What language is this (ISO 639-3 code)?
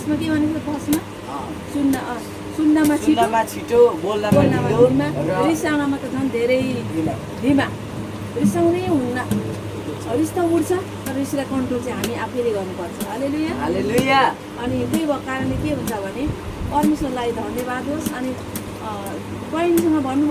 nep